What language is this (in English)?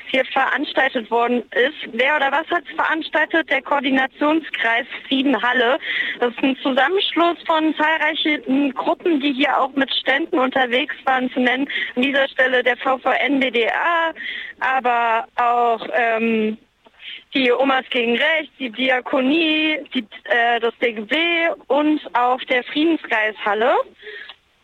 German